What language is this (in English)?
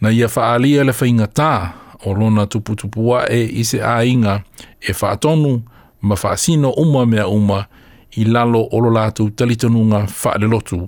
Samoan